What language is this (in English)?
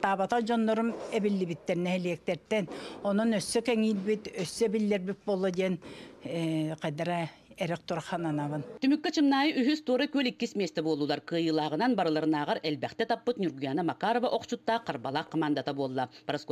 Yakut